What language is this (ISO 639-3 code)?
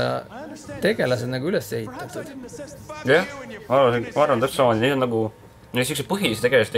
est